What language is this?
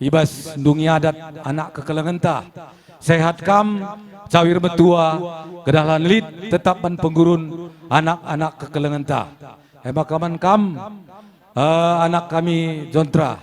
Batak Karo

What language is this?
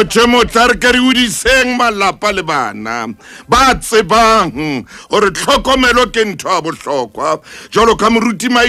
Southern Sotho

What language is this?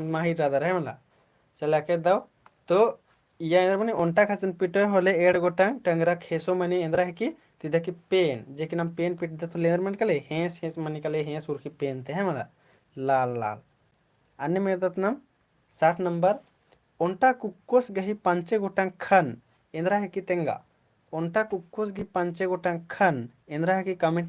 Kurukh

